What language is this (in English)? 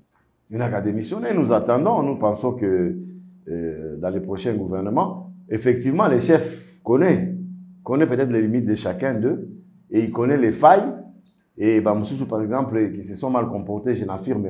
French